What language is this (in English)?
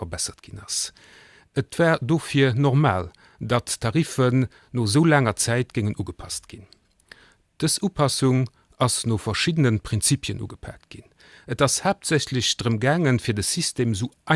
Luxembourgish